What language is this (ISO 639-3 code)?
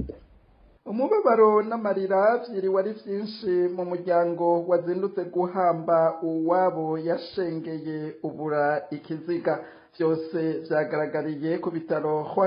run